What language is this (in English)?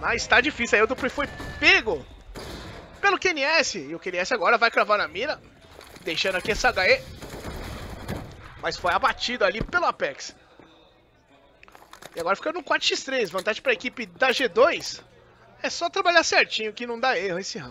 Portuguese